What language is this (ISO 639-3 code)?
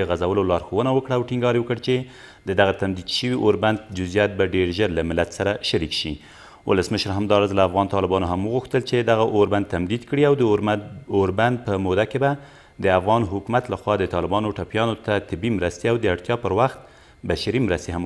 pus